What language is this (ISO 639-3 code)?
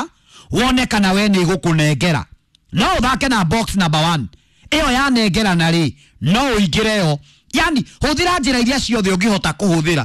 kik